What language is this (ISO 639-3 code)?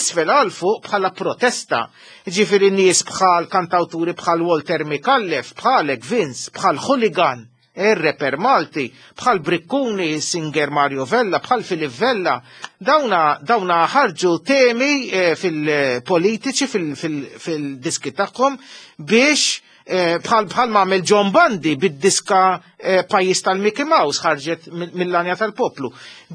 mlt